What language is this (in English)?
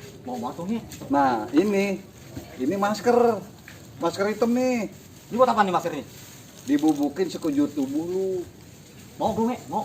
Betawi